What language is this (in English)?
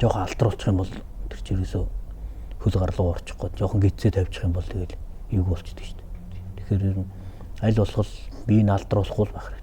Mongolian